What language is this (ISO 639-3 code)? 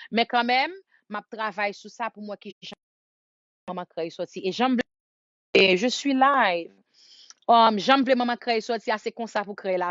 hat